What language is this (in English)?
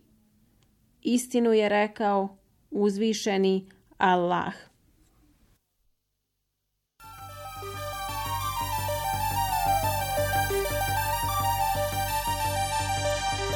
Bosnian